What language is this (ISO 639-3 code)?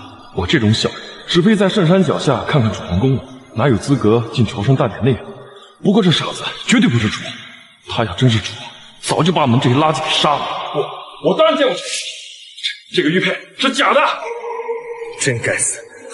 zho